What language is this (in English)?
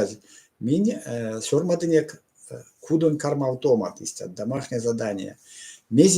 Erzya